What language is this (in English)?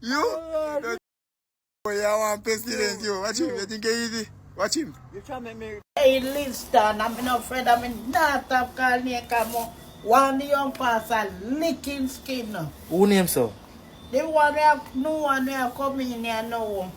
Jamaican Creole English